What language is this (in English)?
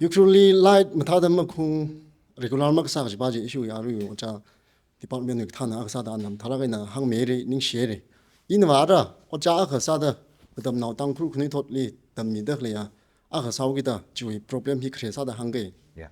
Tangkhul Naga (India)